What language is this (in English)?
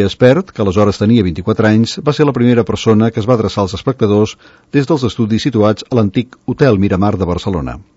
Catalan